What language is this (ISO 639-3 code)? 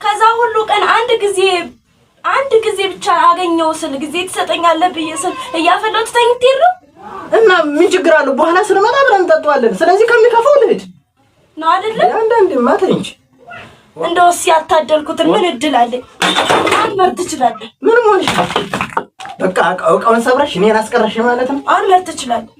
amh